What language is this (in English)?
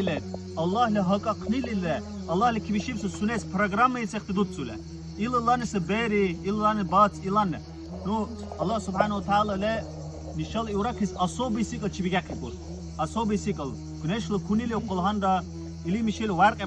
Dargwa